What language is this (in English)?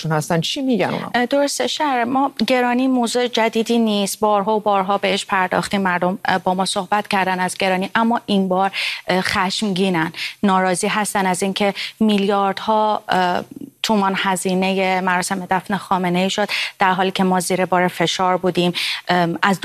Persian